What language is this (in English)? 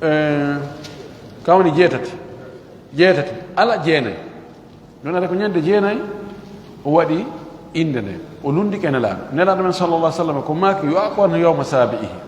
Fula